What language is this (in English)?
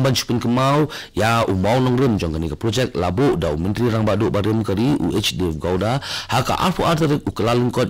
Khasi